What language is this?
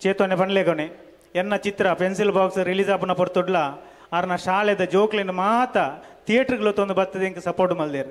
Tulu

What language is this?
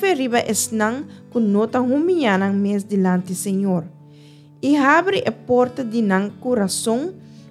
Papiamento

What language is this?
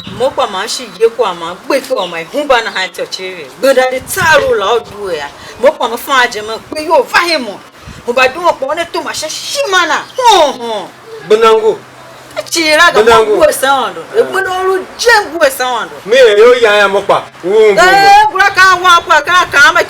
Tiv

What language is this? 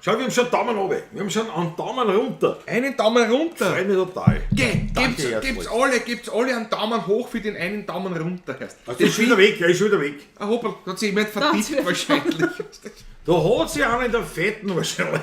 Bavarian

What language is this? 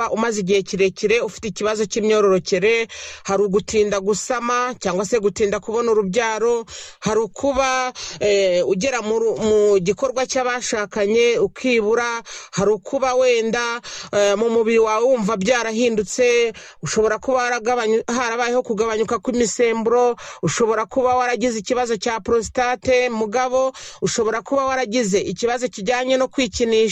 Kinyarwanda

